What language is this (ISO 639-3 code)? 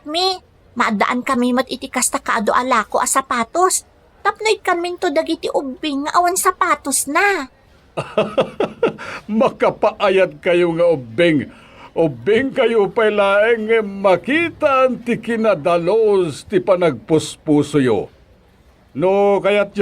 ilo